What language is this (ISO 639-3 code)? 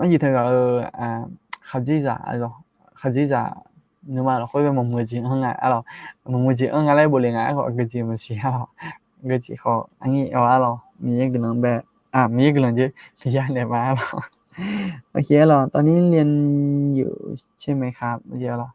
ahk